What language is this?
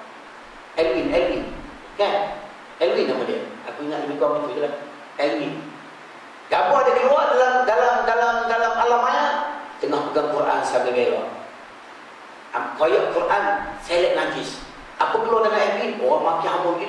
Malay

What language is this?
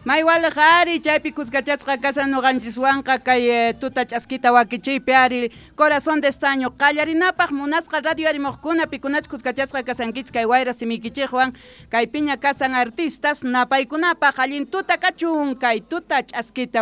Quechua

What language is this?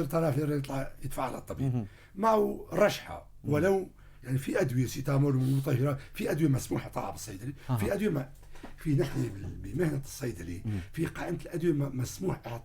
North Levantine Arabic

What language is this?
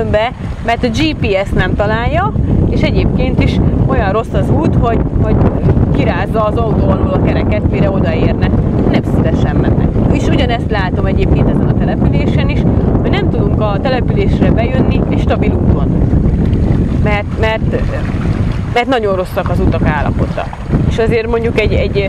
Hungarian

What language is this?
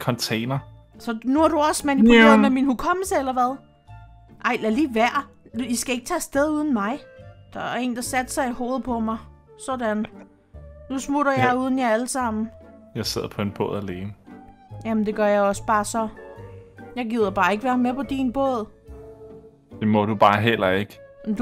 Danish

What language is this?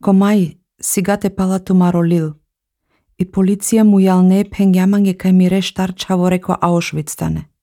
Slovenian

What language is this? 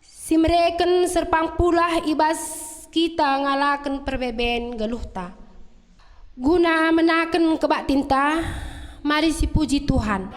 Batak Karo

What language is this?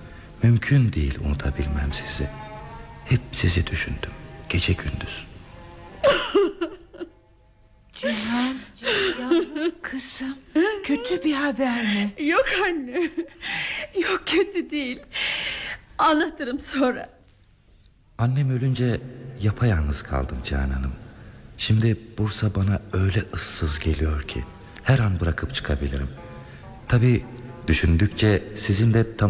Turkish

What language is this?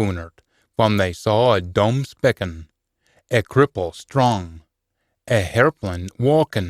Scots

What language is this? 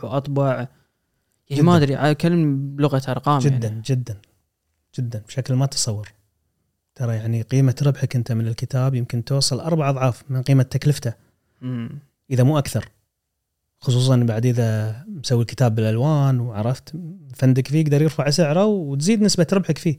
Gulf Arabic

